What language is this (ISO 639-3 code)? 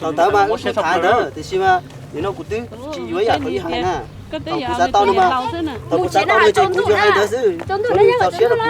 hmn